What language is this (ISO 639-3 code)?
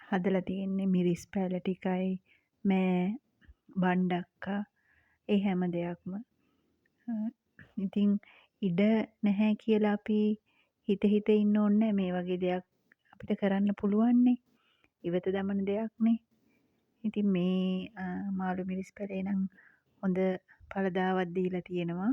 sin